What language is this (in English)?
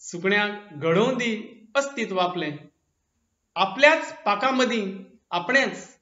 Konkani